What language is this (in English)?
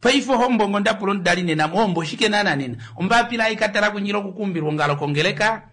Kuanyama